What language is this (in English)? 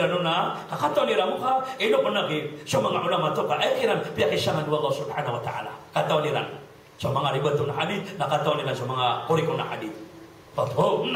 Maranao